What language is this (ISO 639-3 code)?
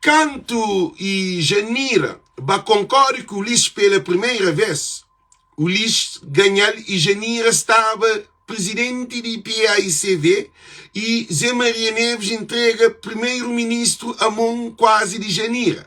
kea